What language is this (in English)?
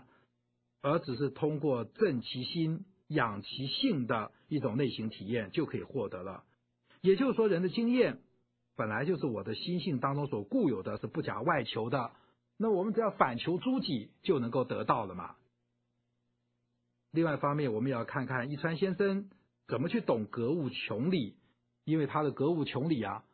Chinese